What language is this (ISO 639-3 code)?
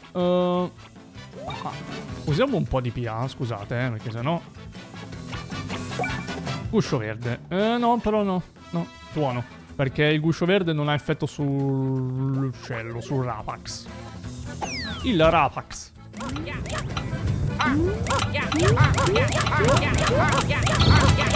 ita